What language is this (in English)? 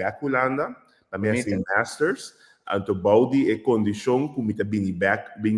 Papiamento